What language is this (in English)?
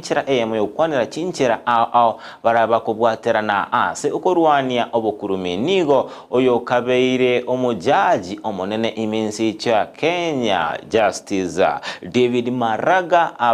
Gusii